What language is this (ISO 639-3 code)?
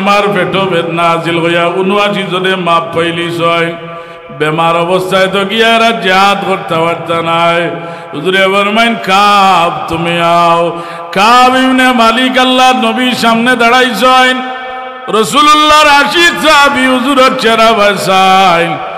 syl